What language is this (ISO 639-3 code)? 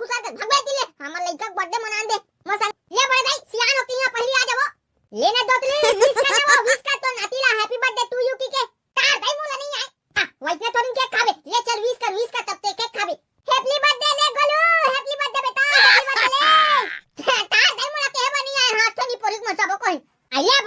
hne